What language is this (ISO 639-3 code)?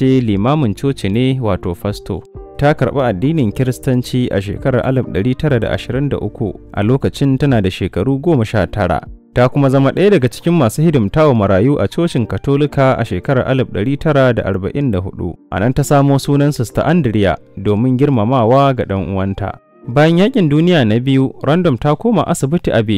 hau